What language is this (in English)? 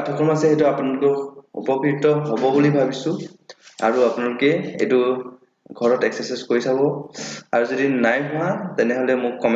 Assamese